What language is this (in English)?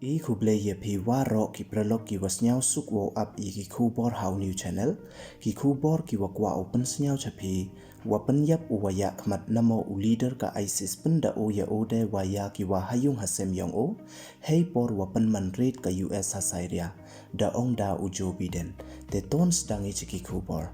Pnar